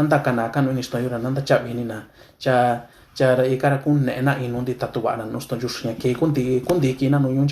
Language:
Mixtepec Mixtec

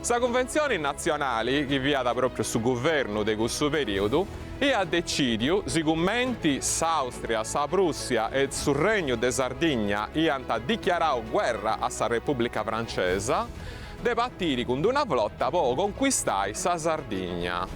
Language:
Sardinian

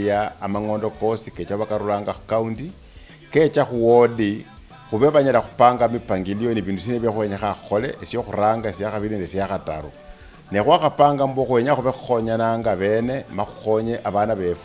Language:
Luyia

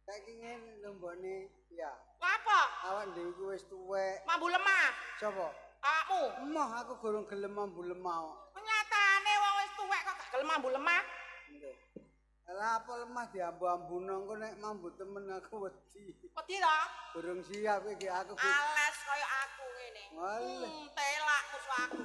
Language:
Javanese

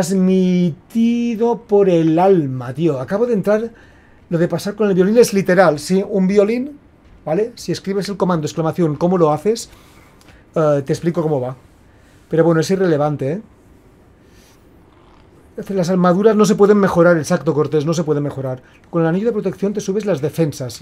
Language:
Spanish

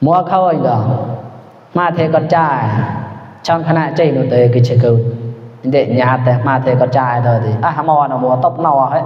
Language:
Mon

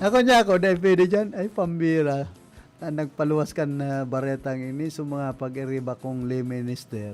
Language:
Bikol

